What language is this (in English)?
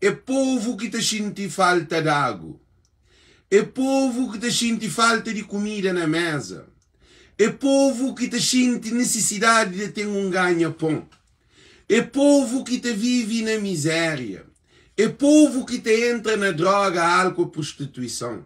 Kabuverdianu